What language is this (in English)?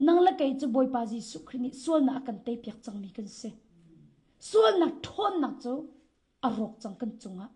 Hakha Chin